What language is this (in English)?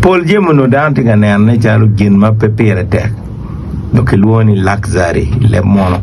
Acoli